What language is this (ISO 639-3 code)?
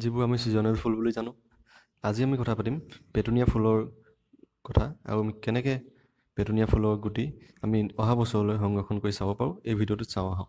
asm